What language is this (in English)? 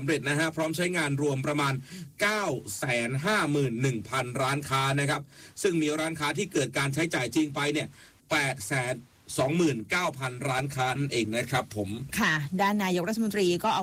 Thai